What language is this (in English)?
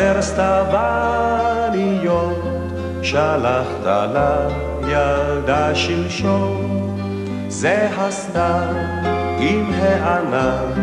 Hebrew